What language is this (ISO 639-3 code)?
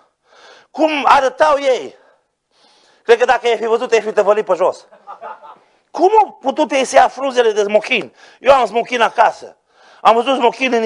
ron